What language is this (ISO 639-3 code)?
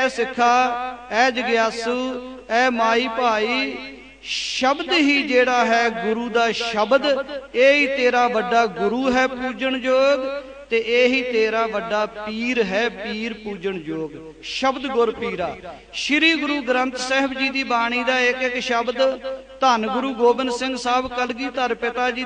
pan